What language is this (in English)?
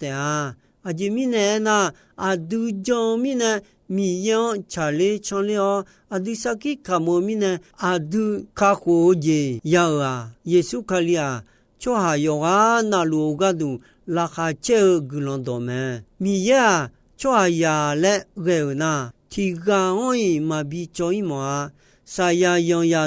Akha